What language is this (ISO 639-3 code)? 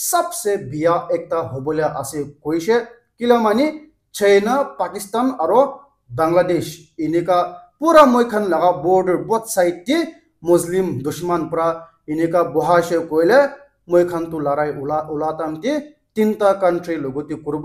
nag